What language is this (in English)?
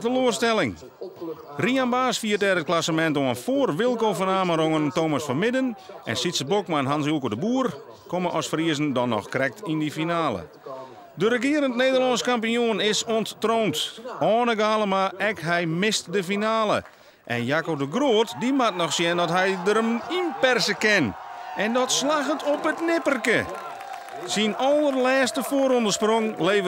Western Frisian